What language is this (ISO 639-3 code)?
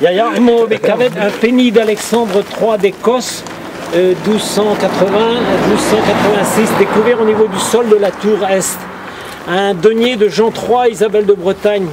bre